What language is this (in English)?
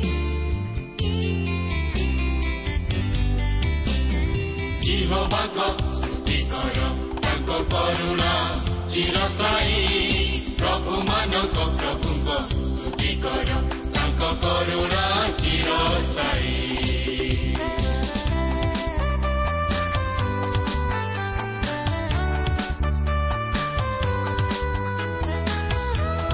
Odia